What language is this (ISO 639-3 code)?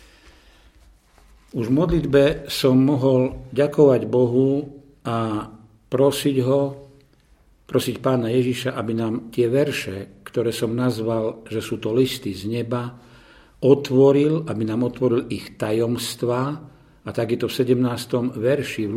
slk